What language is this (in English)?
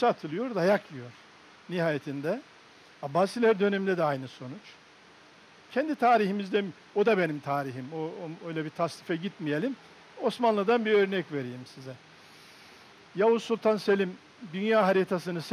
Turkish